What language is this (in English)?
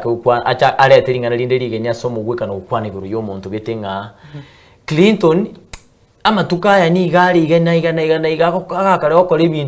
Gusii